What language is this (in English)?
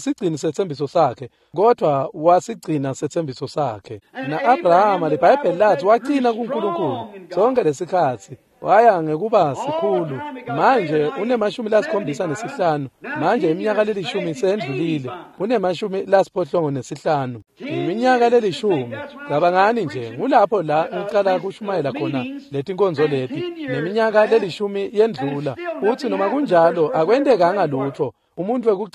Swati